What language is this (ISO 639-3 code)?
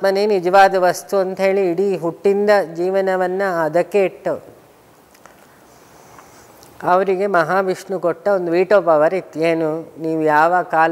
kan